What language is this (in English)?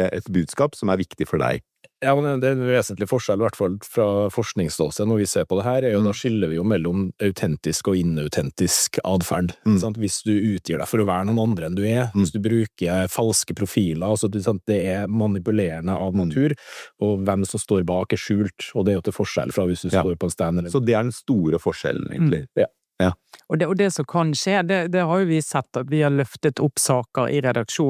Norwegian